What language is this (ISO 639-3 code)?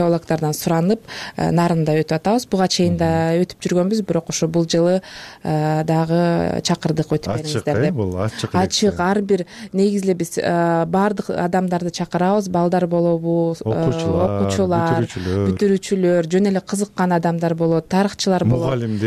kir